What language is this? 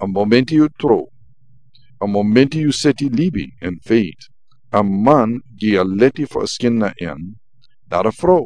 Sranan Tongo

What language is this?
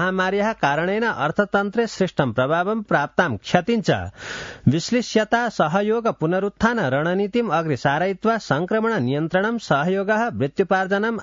Sanskrit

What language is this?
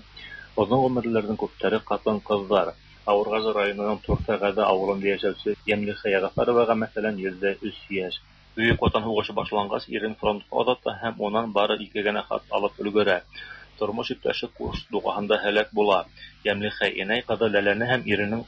Tatar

